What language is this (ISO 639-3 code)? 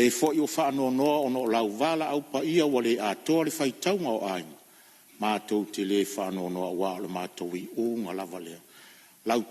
smo